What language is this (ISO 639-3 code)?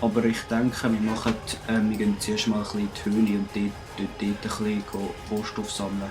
gsw